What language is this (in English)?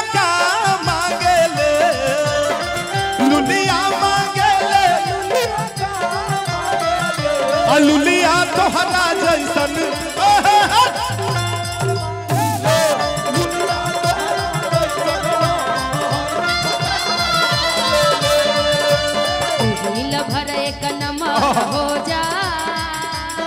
Bhojpuri